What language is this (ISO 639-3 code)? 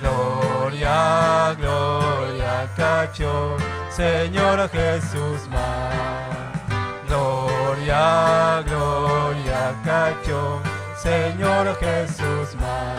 quy